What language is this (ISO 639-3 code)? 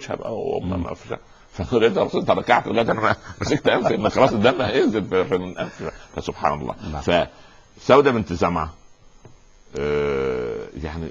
arz